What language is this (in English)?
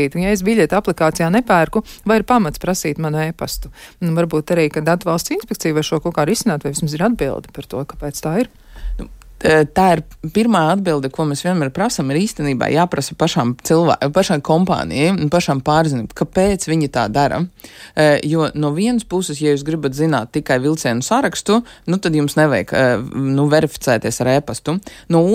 Latvian